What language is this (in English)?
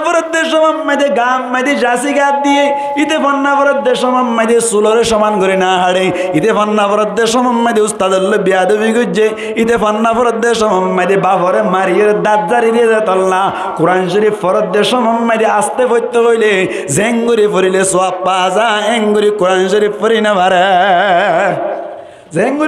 Rohingya